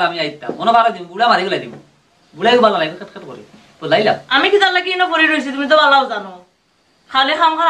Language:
Sylheti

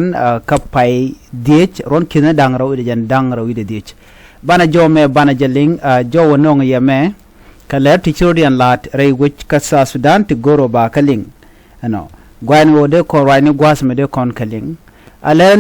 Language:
Nuer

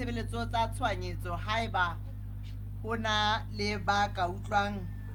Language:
Southern Sotho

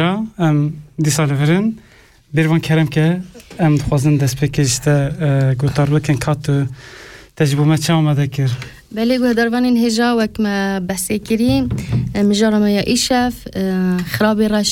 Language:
Kurdish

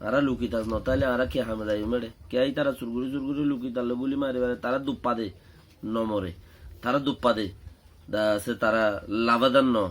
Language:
Rohingya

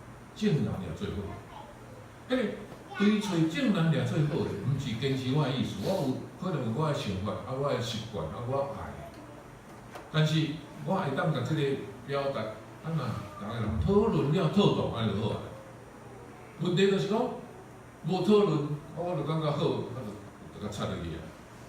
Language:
Min Nan Chinese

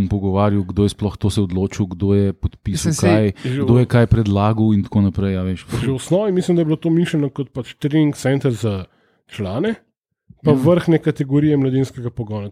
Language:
Slovenian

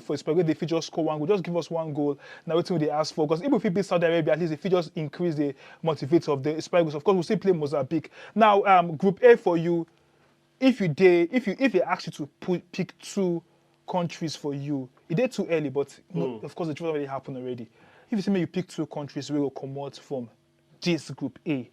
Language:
Nigerian Pidgin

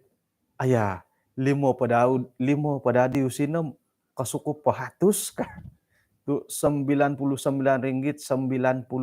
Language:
Central Dusun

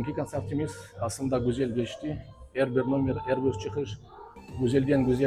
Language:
Crimean Tatar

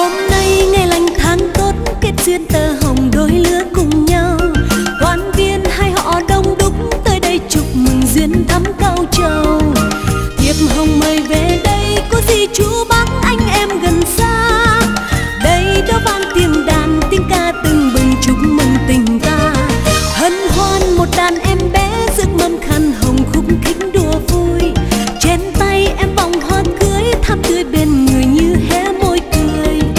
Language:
Vietnamese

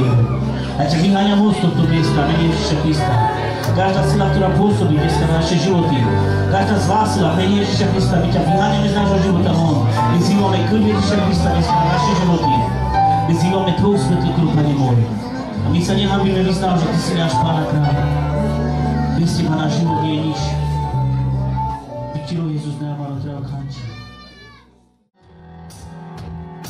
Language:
Slovak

